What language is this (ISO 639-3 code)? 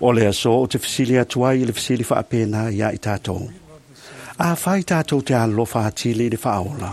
smo